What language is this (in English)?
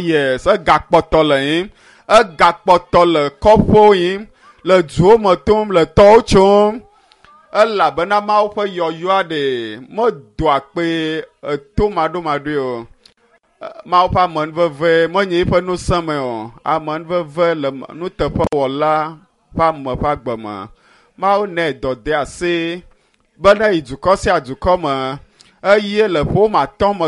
Ewe